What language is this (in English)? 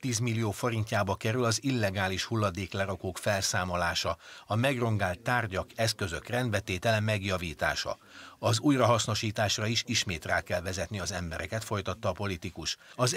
Hungarian